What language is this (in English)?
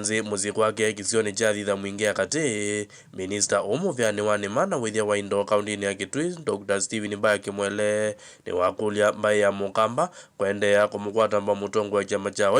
Kamba